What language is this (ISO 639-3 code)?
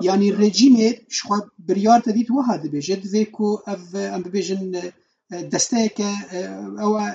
kur